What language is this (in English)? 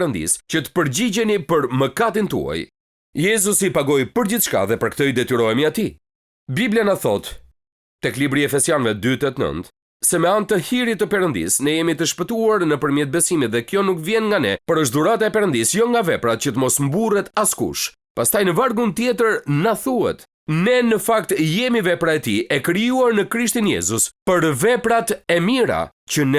Albanian